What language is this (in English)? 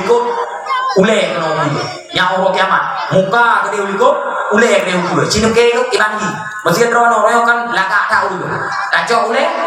Achinese